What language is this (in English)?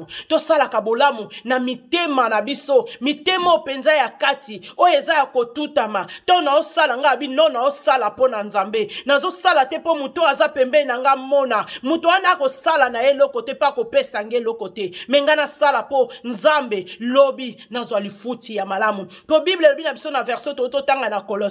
Lingala